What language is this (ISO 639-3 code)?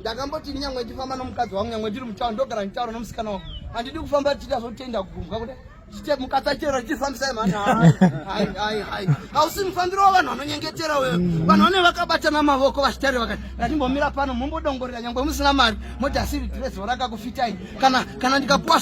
sna